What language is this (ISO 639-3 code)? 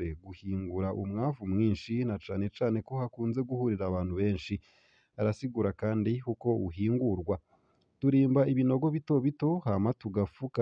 run